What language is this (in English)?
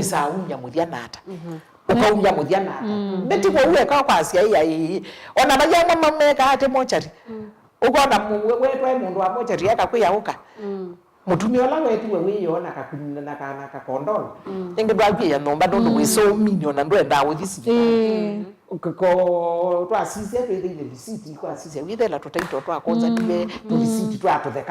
Kamba